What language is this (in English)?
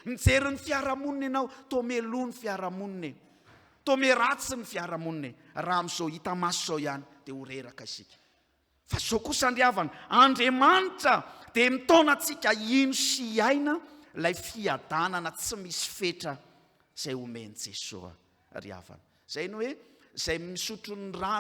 Malagasy